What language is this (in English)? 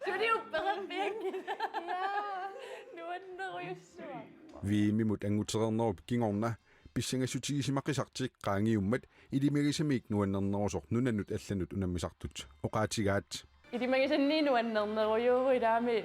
Kalaallisut